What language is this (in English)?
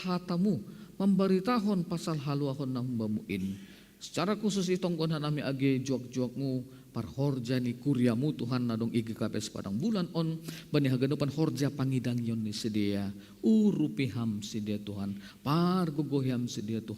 Batak Simalungun